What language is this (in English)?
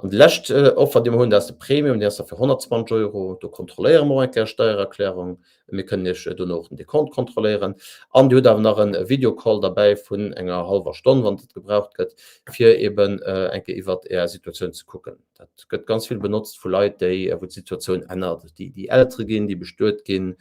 Luxembourgish